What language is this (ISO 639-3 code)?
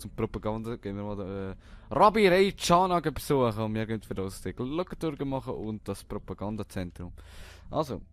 gsw